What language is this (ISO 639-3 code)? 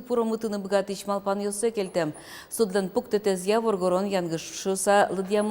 udm